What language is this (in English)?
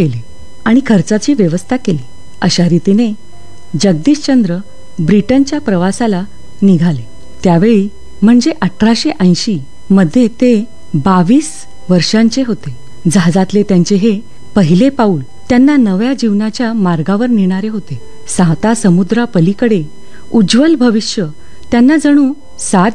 Marathi